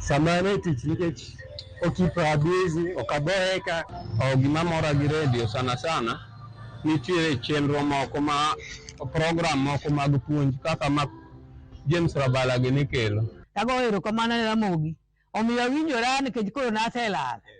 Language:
Luo (Kenya and Tanzania)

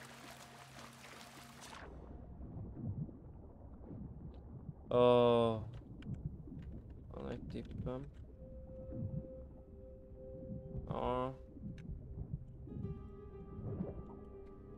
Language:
Hungarian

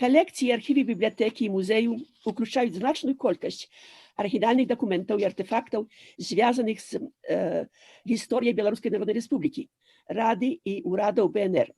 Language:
Belarusian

